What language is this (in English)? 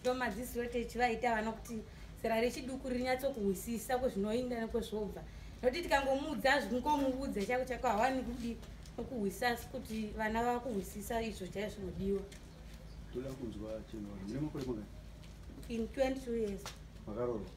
Shona